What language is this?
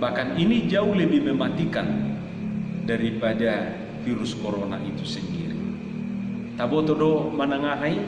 Batak Toba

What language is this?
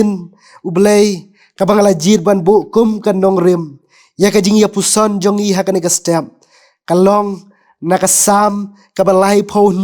Khasi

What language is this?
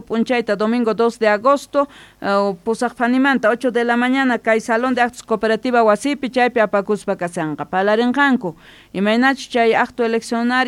South Bolivian Quechua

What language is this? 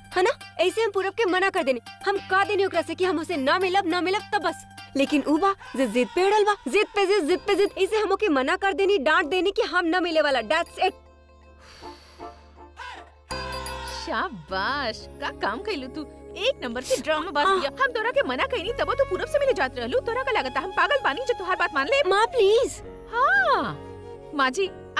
Bhojpuri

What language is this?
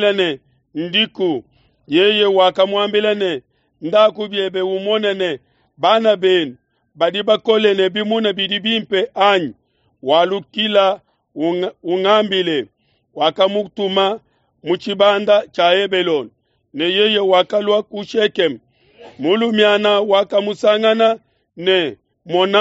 Luba-Lulua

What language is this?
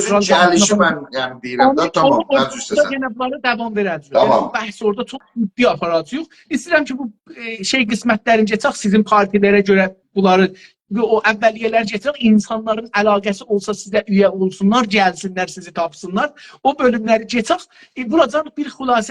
South Azerbaijani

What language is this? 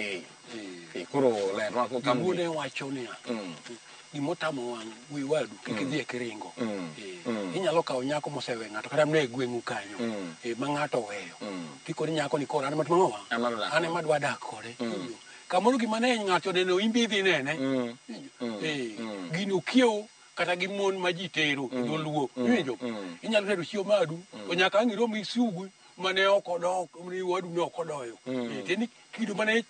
Luo (Kenya and Tanzania)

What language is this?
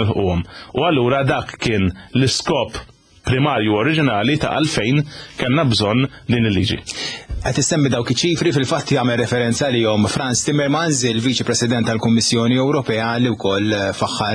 Maltese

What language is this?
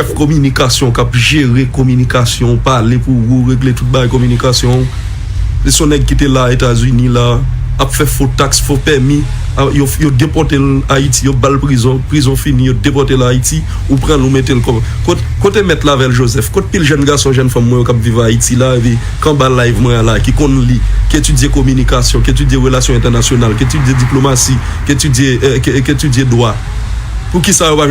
Haitian Creole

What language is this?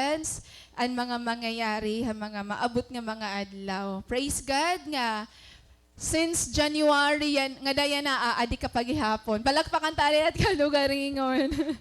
Waray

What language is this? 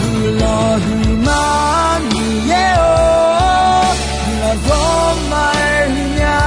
Akha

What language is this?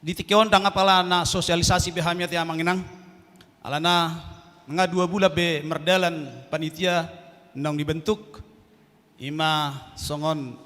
Batak Toba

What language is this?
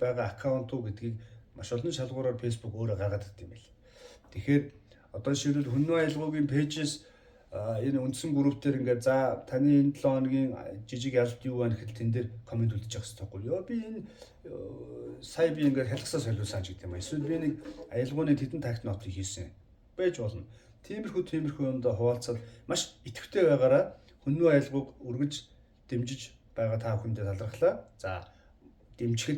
Mongolian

